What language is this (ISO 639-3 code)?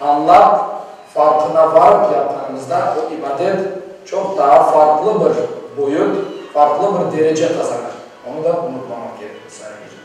crh